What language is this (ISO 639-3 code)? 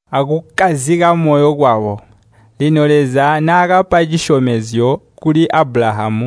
toi